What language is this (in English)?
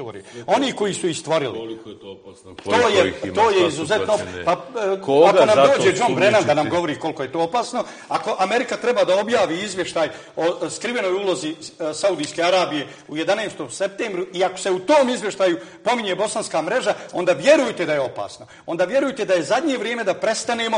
Bosnian